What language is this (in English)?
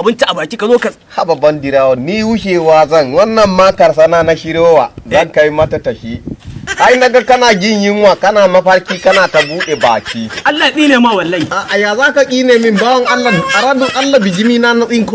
Hausa